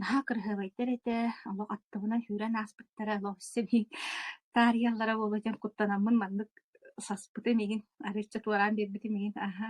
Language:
Yakut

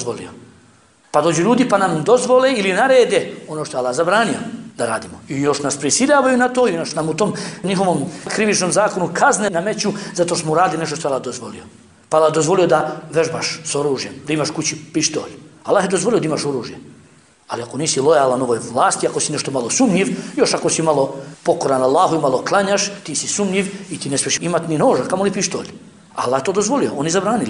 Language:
Bosnian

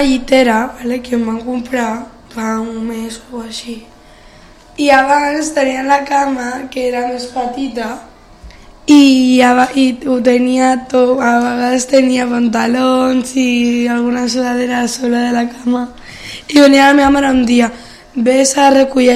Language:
Catalan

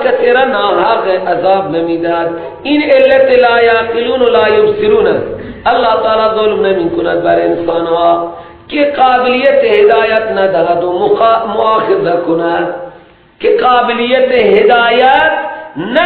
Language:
Persian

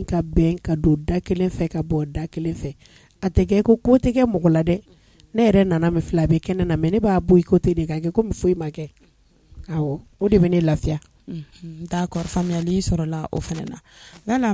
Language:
Bambara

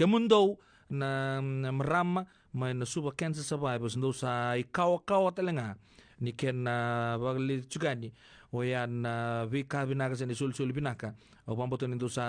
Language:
Fijian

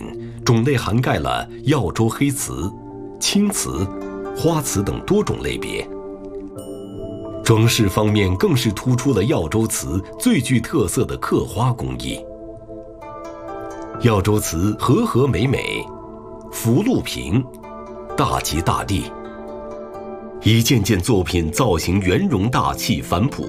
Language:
Chinese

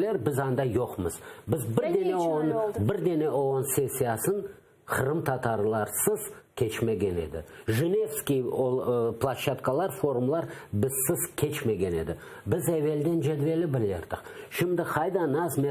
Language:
Crimean Tatar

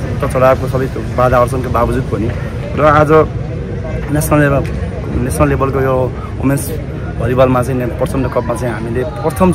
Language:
Nepali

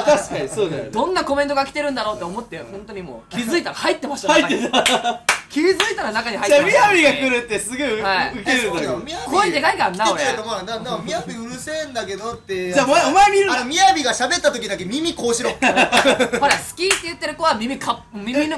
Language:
Japanese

